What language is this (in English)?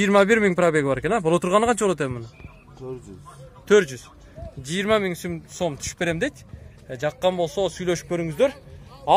Kyrgyz